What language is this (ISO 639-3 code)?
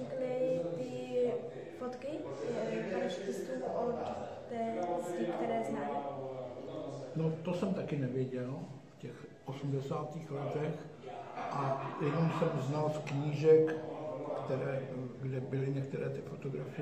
ces